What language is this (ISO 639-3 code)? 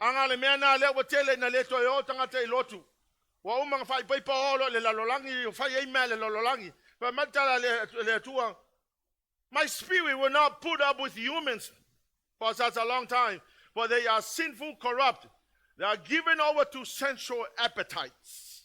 smo